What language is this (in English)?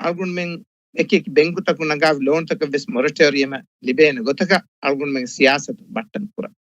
Divehi